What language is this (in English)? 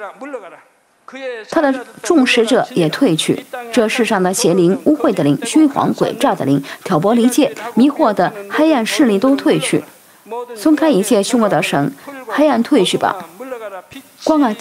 Chinese